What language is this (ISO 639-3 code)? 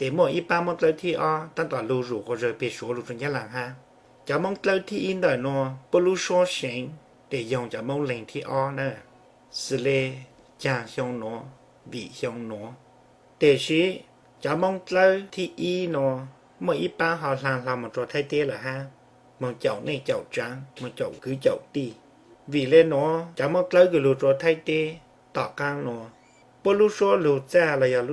hmn